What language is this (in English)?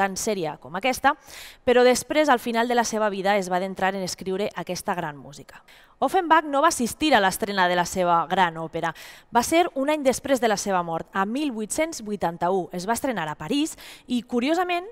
Catalan